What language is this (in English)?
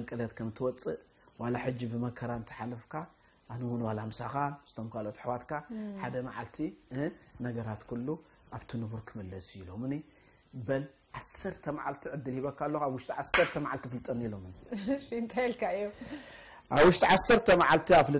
Tigrinya